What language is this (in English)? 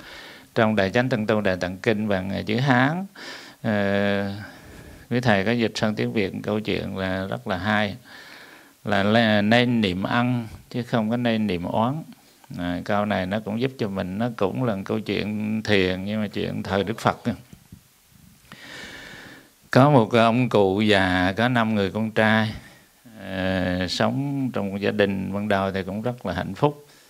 Vietnamese